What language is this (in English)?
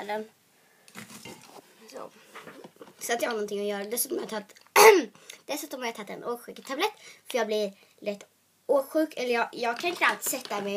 Swedish